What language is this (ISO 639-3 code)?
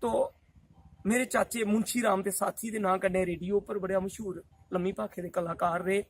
doi